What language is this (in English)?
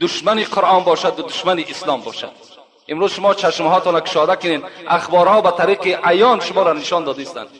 Tajik